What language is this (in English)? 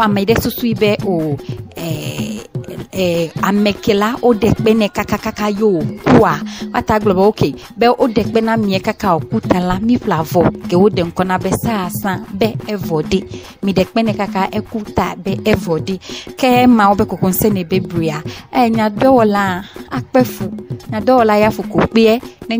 Ewe